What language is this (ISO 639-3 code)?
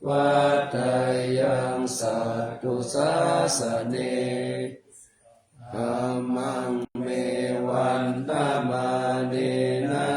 pli